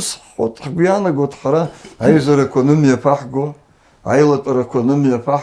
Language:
Abkhazian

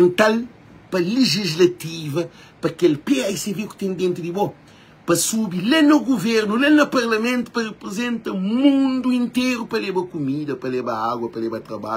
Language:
Kabuverdianu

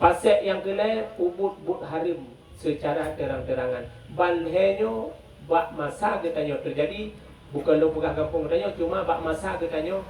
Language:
Achinese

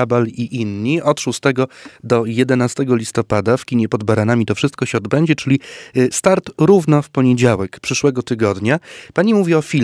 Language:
Polish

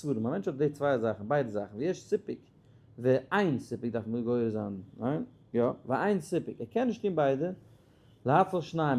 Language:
Yiddish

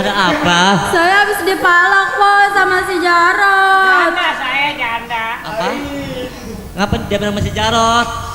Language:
Betawi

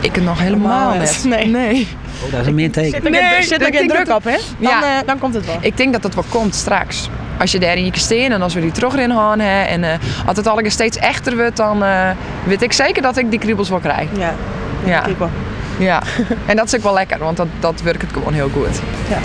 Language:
Western Frisian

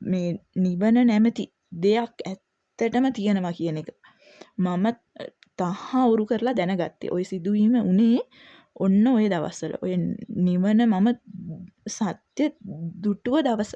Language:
Sinhala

